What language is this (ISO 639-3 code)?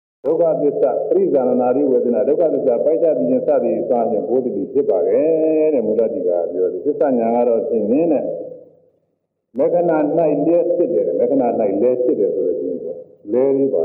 mya